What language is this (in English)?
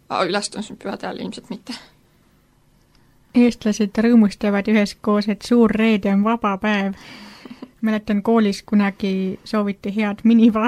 Estonian